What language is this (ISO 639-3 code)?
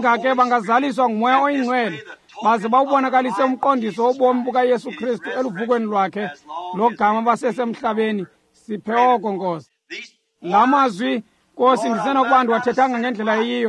xho